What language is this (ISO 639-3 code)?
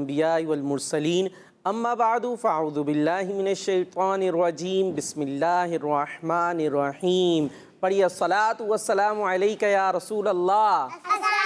urd